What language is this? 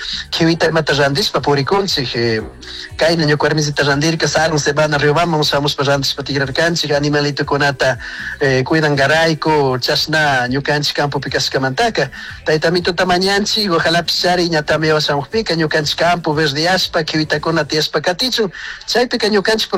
Chimborazo Highland Quichua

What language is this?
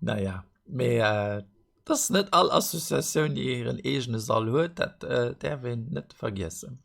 Luxembourgish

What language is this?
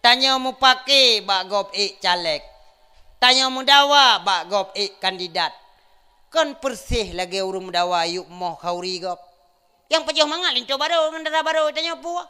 Achinese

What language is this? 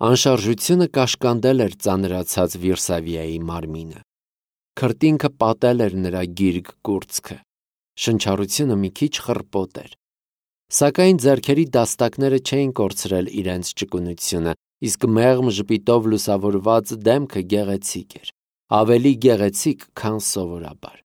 Armenian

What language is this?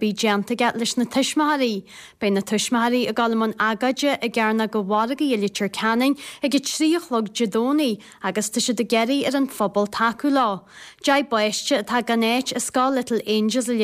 Irish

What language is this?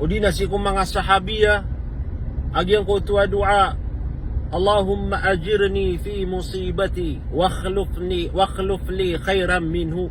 Maranao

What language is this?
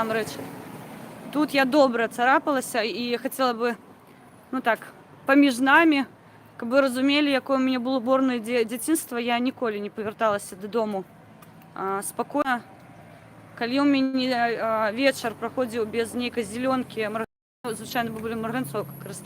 Belarusian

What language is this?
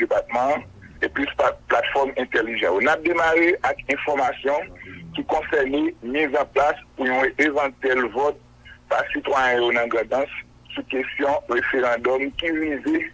Haitian Creole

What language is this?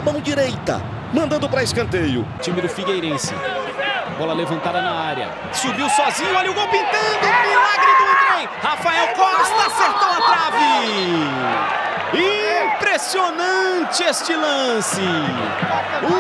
Portuguese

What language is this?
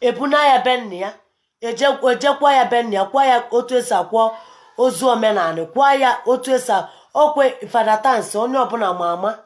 Igbo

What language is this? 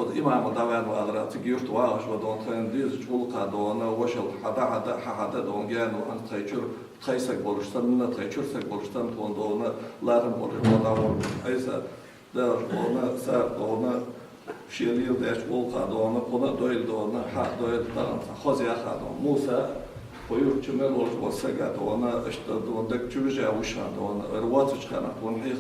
Ingush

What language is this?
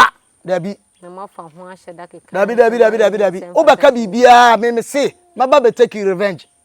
Akan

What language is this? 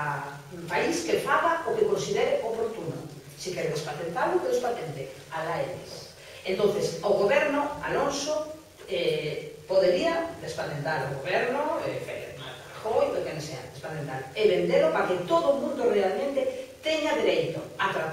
Galician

